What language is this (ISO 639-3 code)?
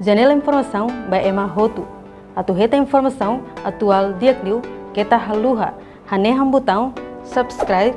tet